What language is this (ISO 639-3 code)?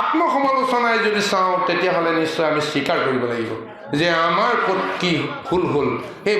asm